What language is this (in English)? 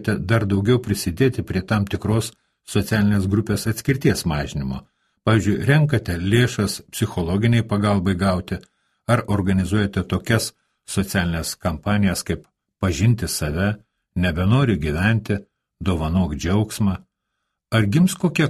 Lithuanian